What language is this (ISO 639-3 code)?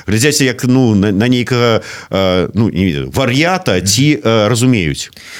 bel